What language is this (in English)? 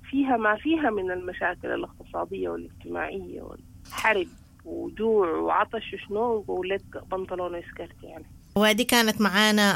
Sudanese Arabic